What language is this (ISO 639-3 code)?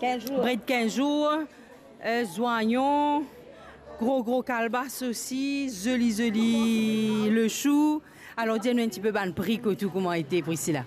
mfe